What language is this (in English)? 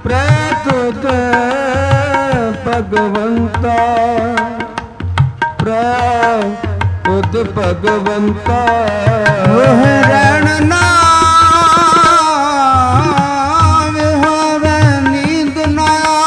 Punjabi